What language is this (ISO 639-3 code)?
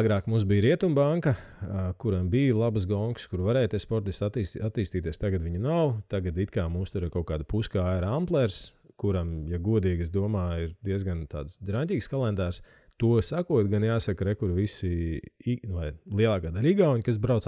lav